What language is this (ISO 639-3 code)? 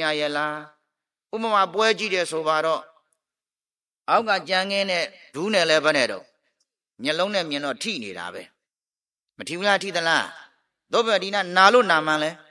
mya